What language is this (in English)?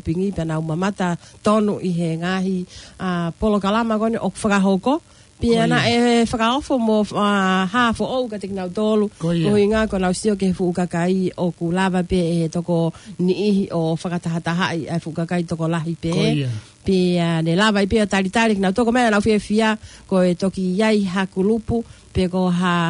Tongan